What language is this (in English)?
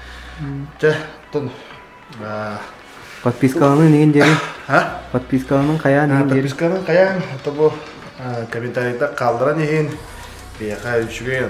Yakut